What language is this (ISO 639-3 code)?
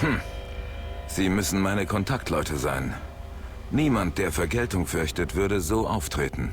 bar